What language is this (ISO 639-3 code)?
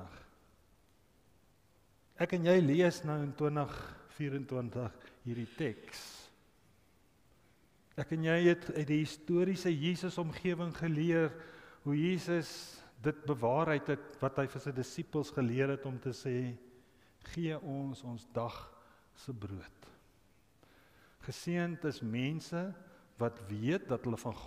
afr